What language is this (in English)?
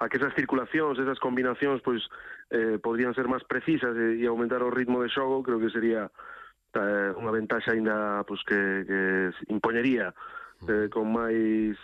Galician